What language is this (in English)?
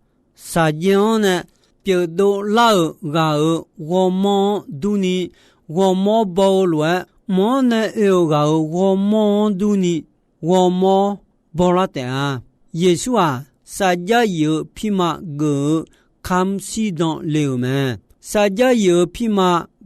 Akha